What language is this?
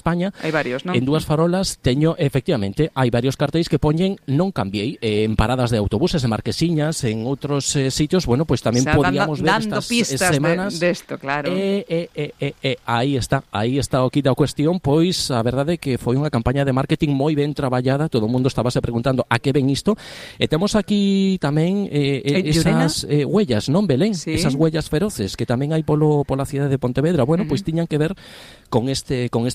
Galician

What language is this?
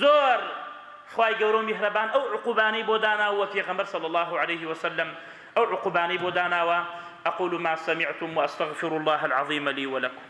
Central Kurdish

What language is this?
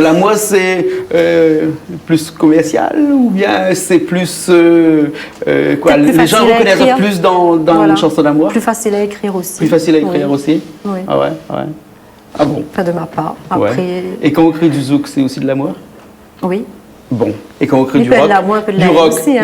Réunion Creole French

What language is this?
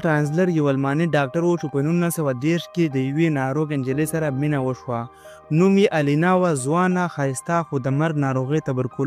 Pashto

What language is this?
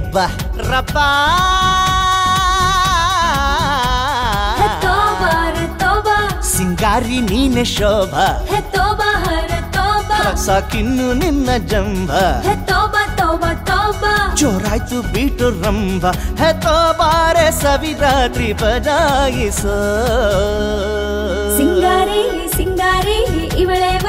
Kannada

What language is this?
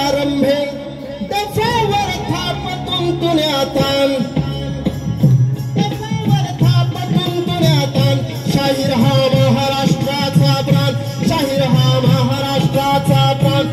Marathi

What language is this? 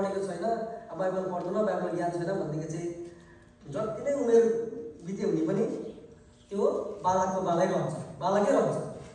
Nepali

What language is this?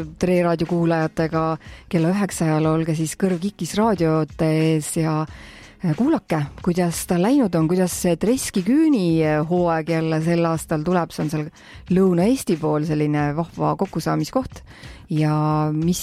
Estonian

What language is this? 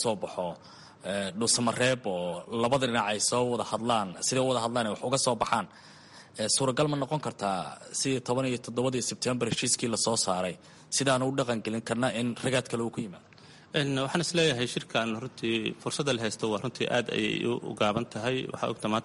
Somali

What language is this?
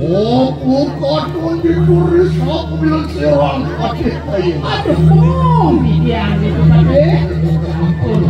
Balinese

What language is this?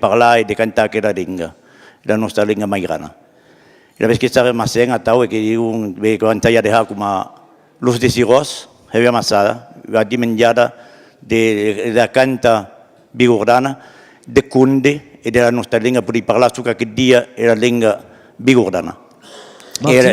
Occitan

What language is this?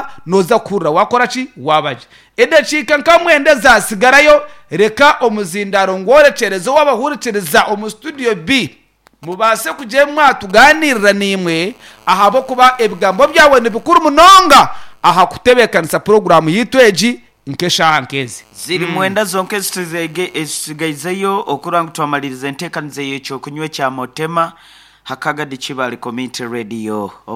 Nyankole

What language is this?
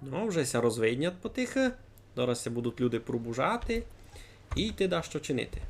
Rusyn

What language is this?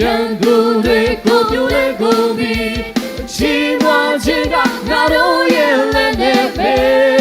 Lahu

